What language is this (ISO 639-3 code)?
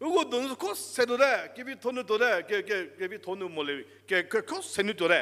njm